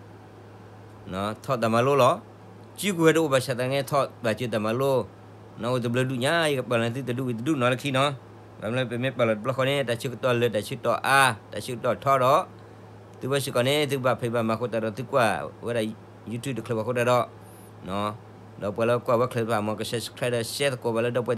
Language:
S'gaw Karen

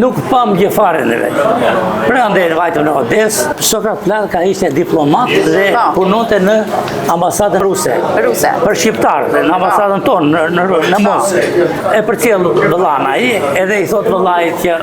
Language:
Albanian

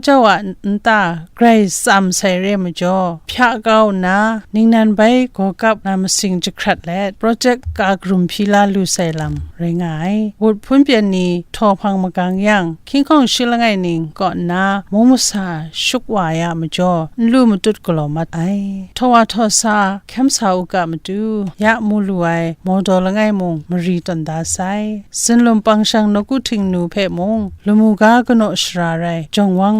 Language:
Kachin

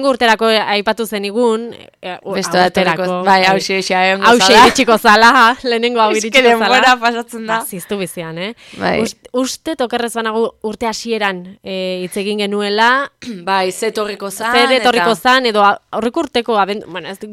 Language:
Basque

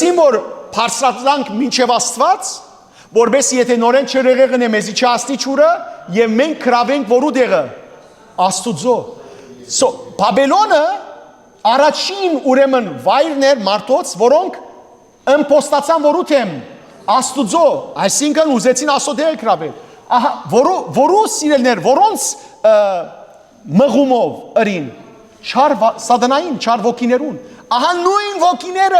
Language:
Western Armenian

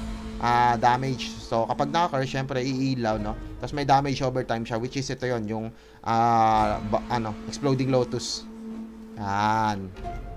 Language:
Filipino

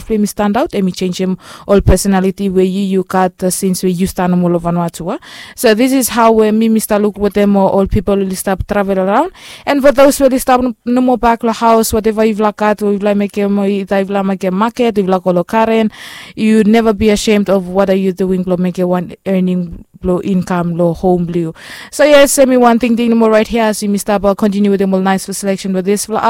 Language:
Bislama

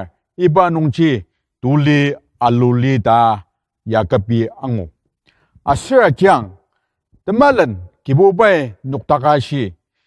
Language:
Ao Naga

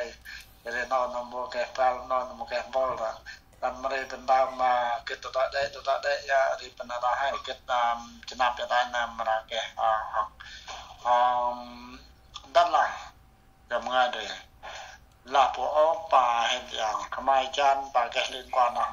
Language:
Central Mnong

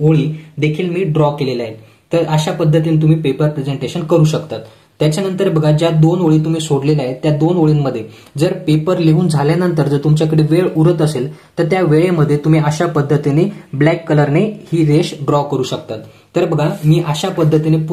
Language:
Marathi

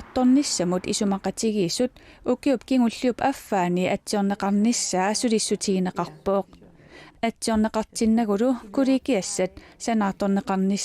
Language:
Kalaallisut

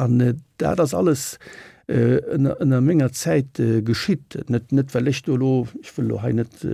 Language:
Luxembourgish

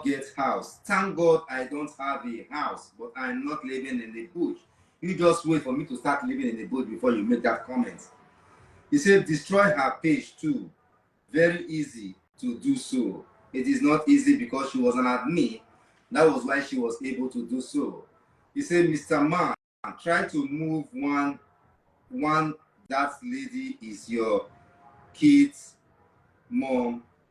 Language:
Nigerian Pidgin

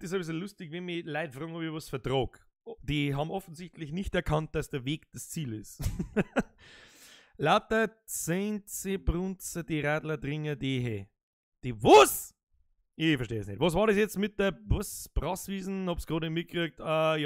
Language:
Bavarian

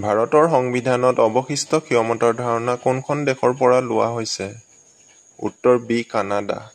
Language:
Assamese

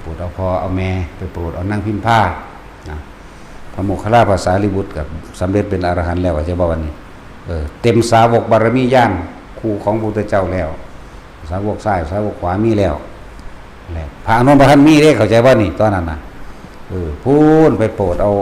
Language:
Northeastern Thai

